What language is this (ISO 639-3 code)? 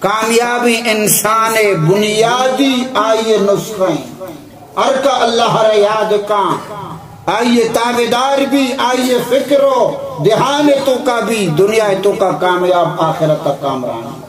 bal